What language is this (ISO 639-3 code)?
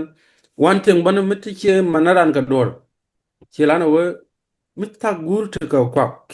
nus